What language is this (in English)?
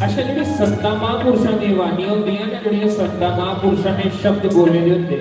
Dogri